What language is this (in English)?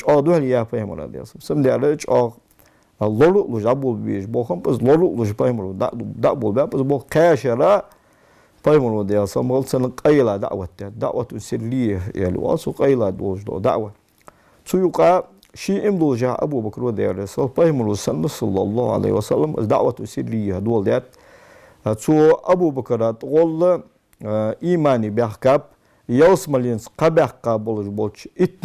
Ingush